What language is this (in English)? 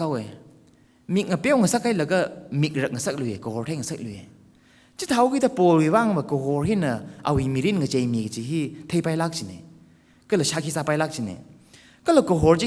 Tangkhul Naga (India)